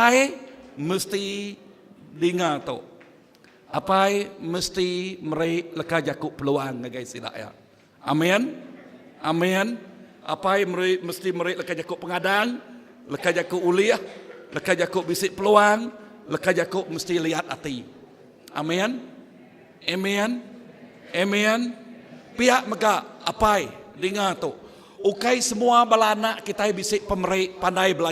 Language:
Iban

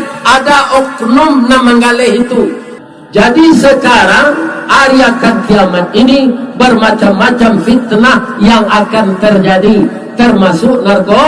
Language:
Minangkabau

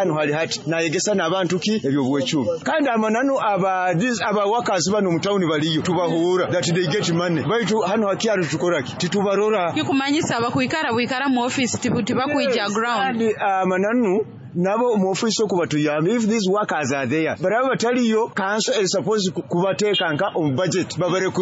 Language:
Nyoro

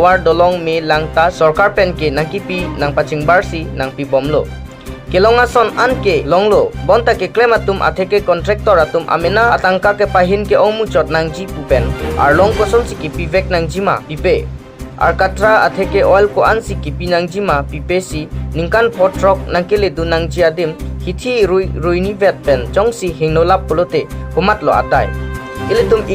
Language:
Karbi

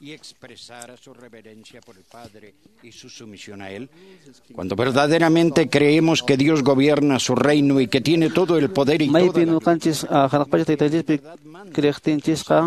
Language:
Quechua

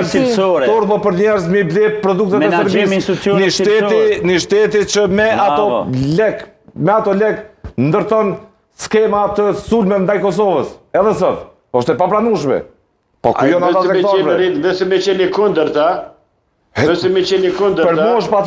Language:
Albanian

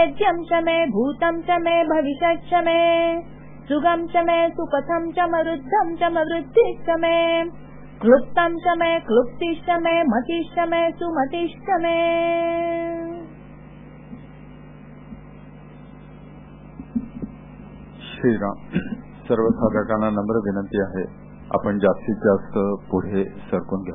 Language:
Marathi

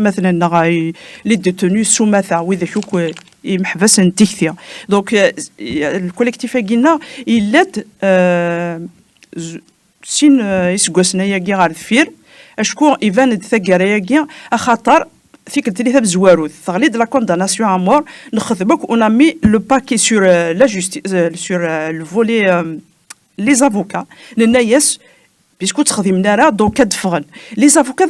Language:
Kabyle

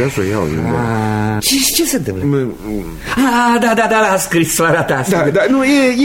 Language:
Romanian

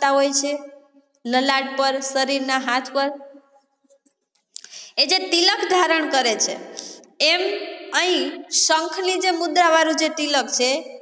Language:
Gujarati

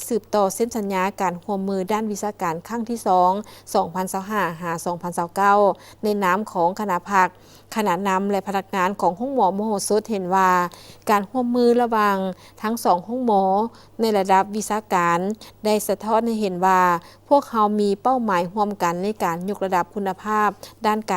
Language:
Lao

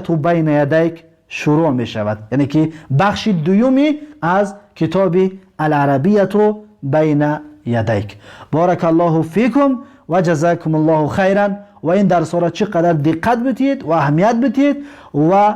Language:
Tajik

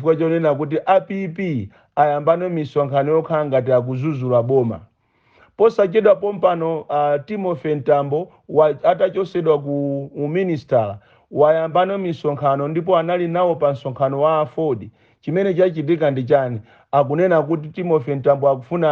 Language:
Nyanja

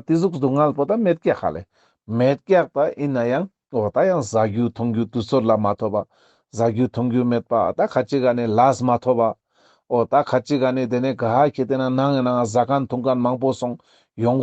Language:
Ladakhi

